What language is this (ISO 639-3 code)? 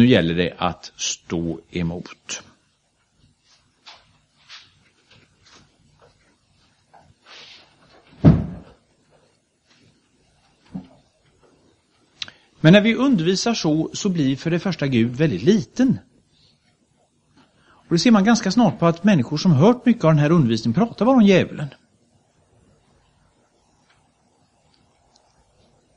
swe